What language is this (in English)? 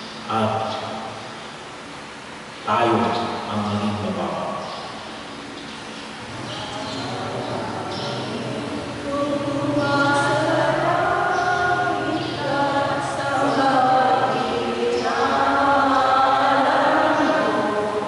Filipino